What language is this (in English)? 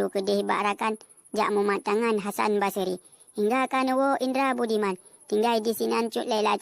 Achinese